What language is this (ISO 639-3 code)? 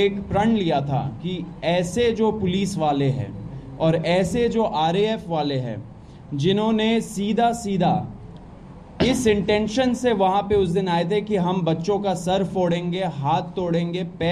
hin